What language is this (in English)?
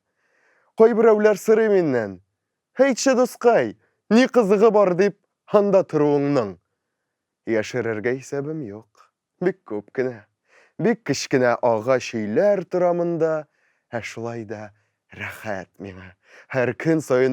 Tatar